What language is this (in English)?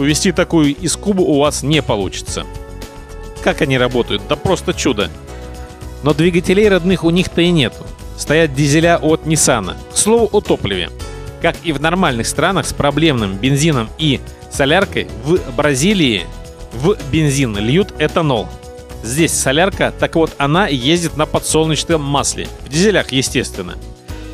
Russian